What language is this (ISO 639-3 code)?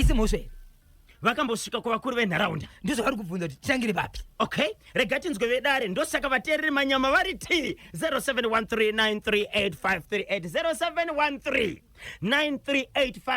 sna